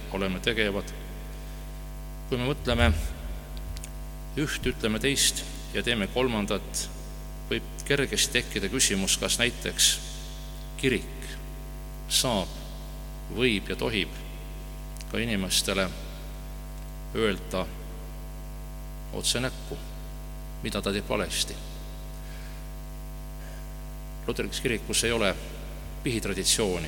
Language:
Estonian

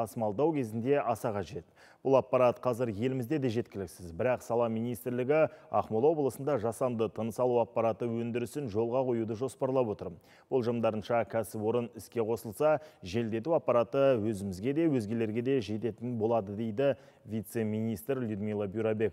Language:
Kazakh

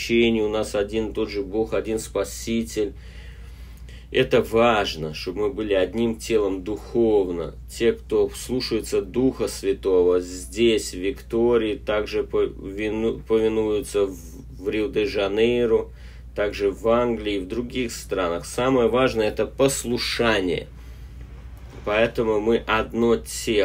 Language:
Russian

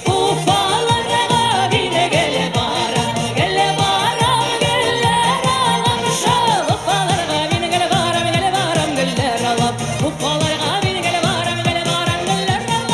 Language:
Tatar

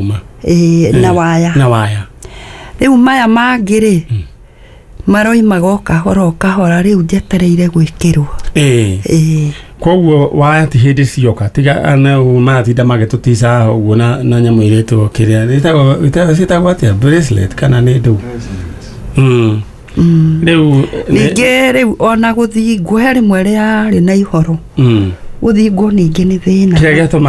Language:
Kikuyu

